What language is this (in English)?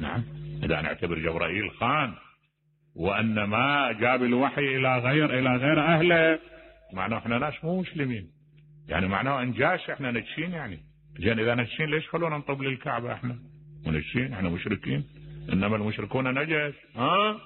Mesopotamian Arabic